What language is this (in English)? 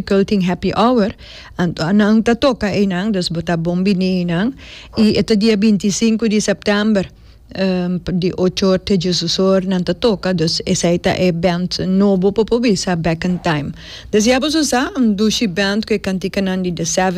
Papiamento